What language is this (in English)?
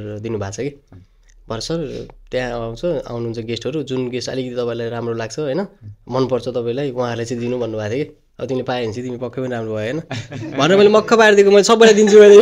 Nepali